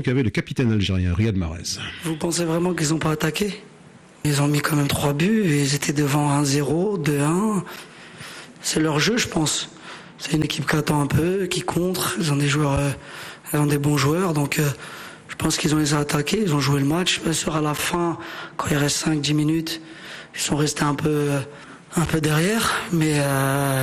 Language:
French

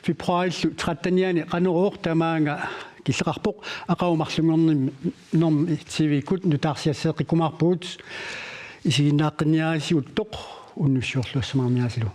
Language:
Kalaallisut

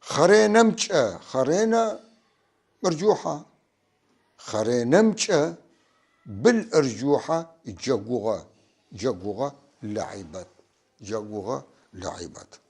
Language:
North Levantine Arabic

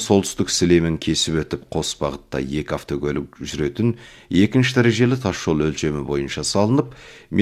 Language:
Kazakh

